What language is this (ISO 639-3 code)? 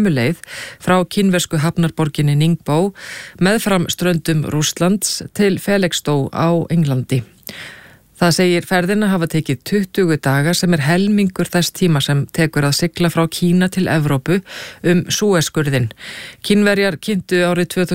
isl